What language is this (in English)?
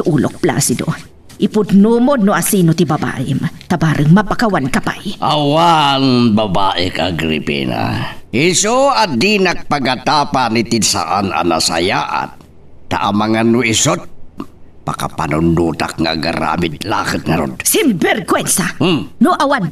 Iloko